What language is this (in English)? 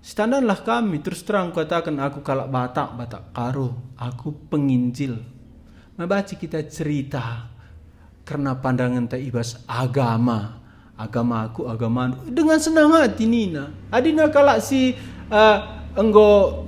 Batak Karo